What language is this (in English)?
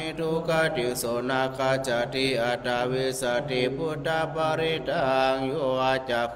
Pali